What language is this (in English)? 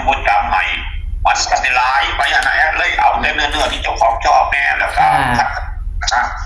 Northeastern Thai